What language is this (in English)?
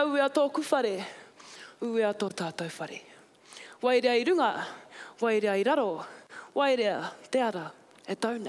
Māori